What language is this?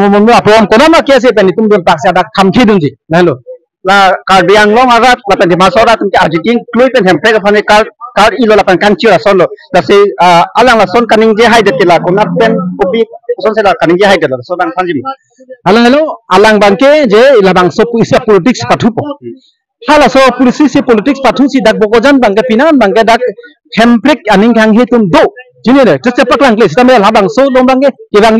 Karbi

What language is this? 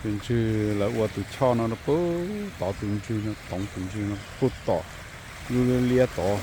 Hmong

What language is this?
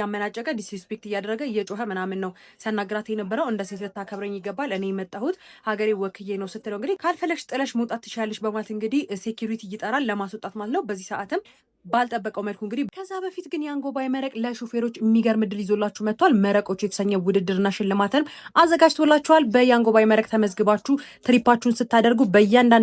Amharic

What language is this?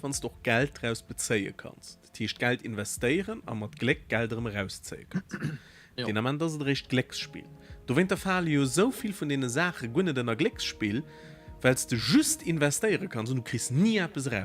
Luxembourgish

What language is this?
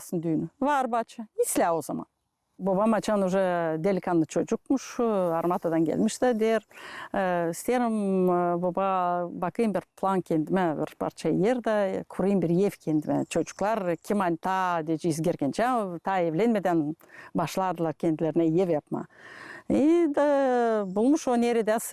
Gagauz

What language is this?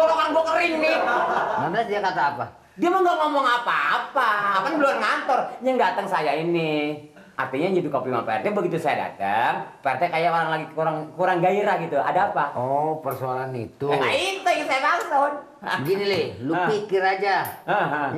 Betawi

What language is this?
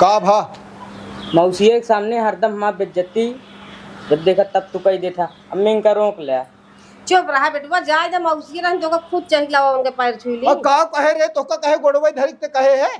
Awadhi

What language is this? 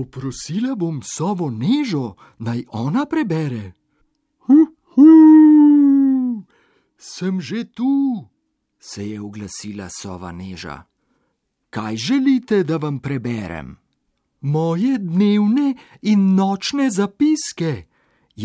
Slovenian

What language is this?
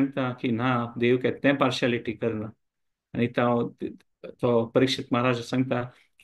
Konkani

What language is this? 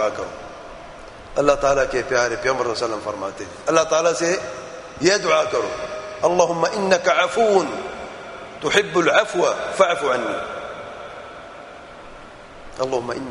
Urdu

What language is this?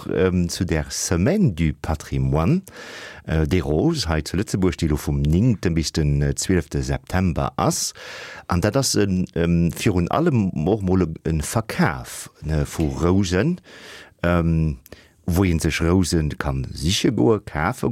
Luxembourgish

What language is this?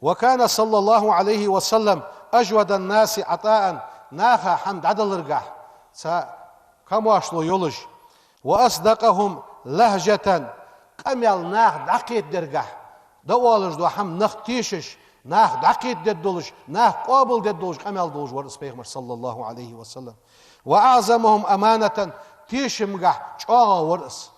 Ingush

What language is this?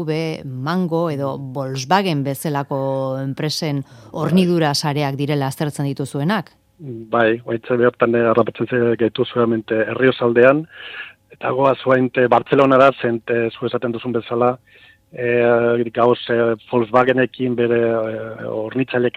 Basque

